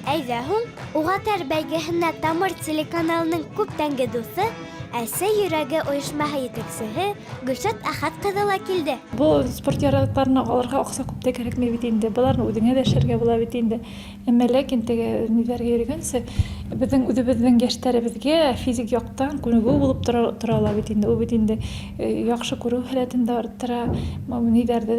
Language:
Bashkir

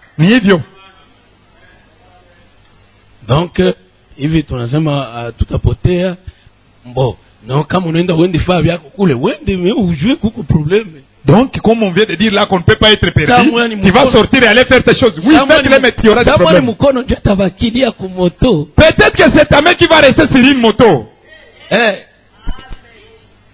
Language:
Swahili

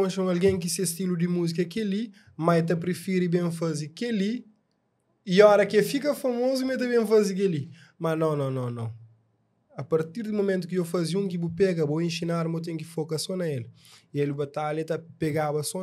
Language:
Kabuverdianu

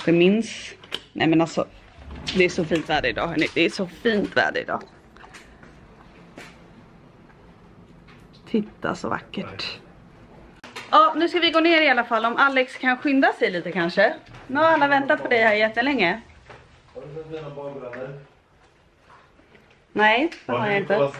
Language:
Swedish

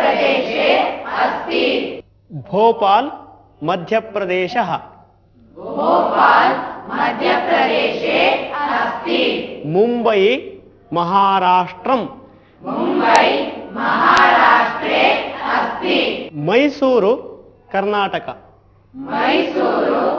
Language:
Sanskrit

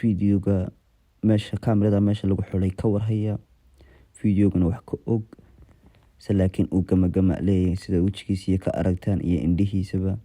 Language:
Somali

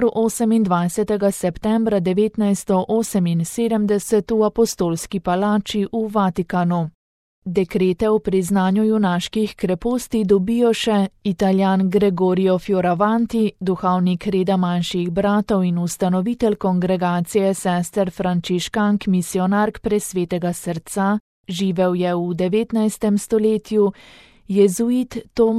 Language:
Slovenian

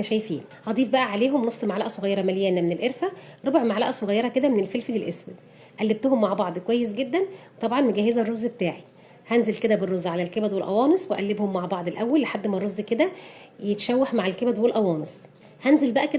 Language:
Egyptian Arabic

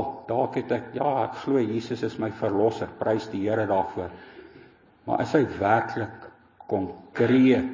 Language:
Afrikaans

